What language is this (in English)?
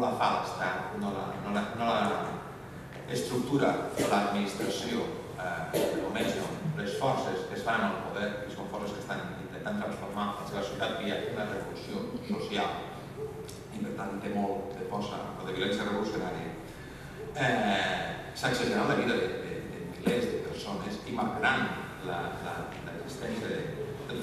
Catalan